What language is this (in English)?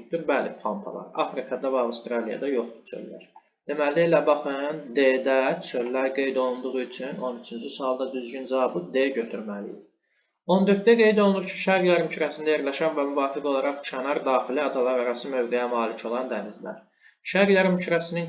Azerbaijani